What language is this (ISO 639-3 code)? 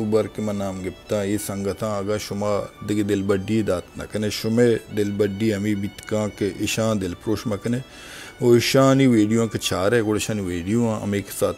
bal